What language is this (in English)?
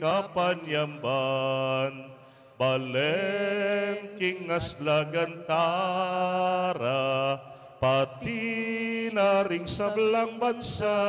Pampanga